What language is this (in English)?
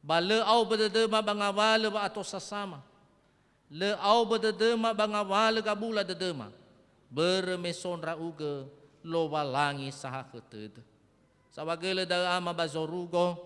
Nias